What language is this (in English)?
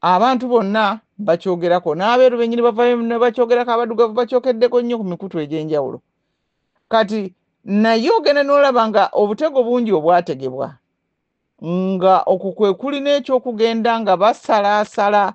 Ganda